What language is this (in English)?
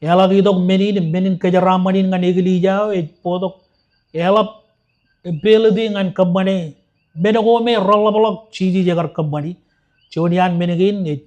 Marshallese